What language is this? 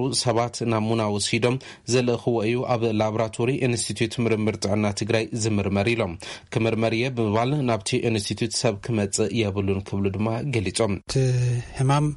Tigrinya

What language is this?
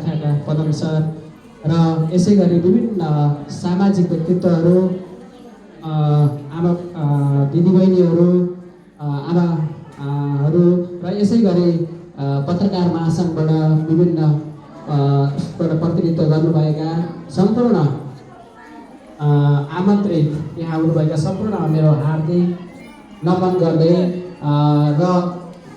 Nepali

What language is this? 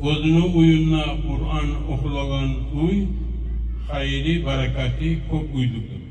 Kumyk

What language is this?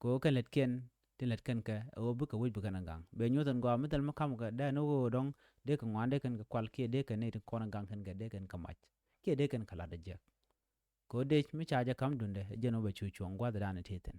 Nuer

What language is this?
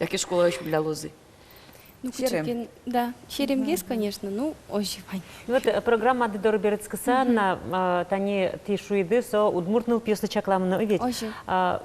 Udmurt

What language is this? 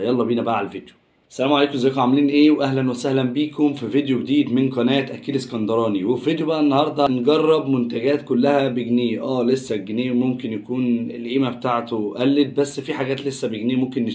Egyptian Arabic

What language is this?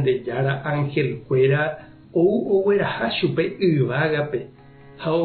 Guarani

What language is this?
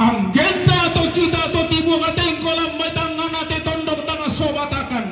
Toraja-Sa'dan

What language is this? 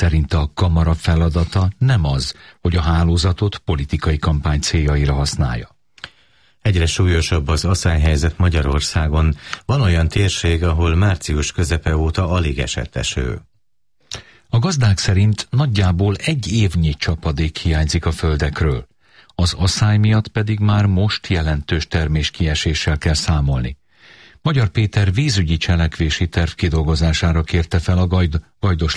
Hungarian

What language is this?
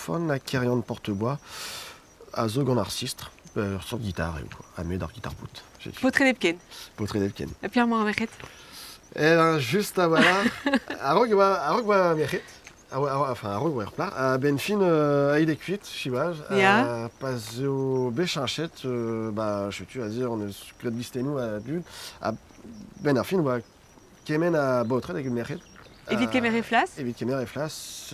Breton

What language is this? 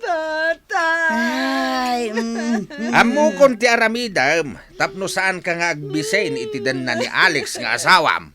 Iloko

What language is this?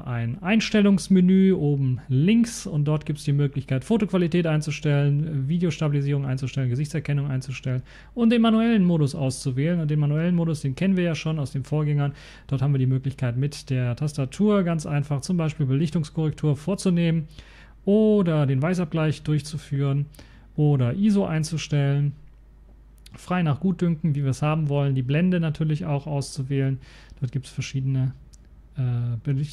German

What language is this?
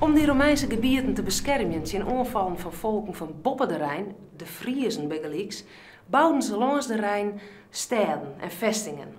Western Frisian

